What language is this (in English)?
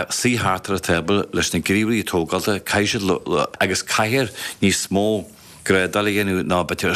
Irish